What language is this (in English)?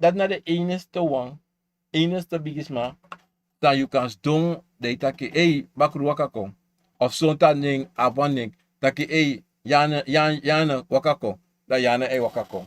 Sranan Tongo